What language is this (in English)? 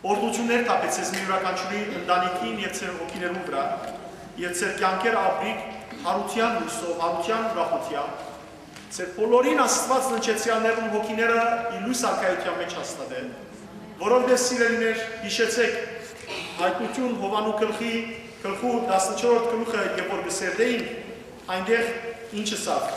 Western Armenian